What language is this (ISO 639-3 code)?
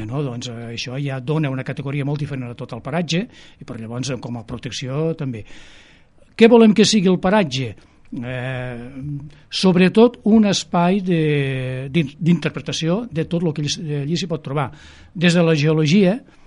cat